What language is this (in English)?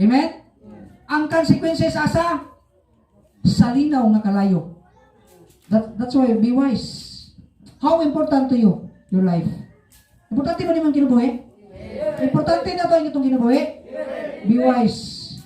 Cebuano